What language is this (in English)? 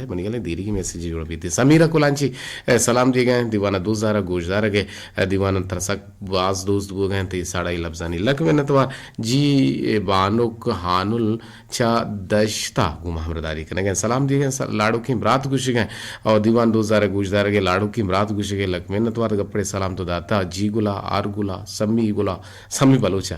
Eastern Balochi